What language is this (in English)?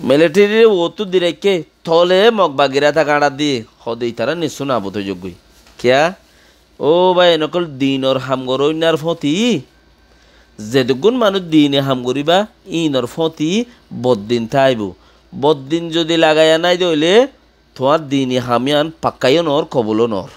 Rohingya